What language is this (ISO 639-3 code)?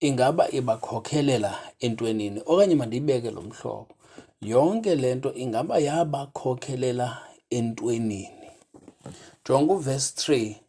xho